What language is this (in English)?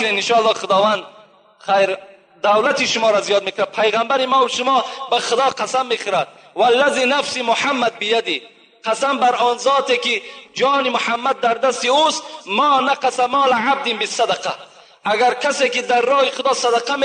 Tajik